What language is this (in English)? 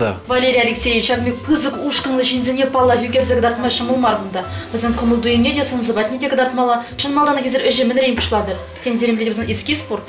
Chuvash